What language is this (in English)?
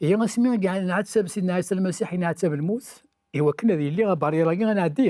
Kabyle